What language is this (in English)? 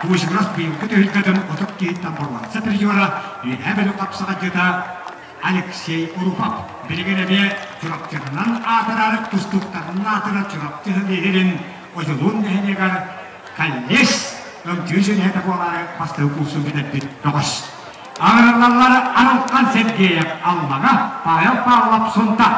Yakut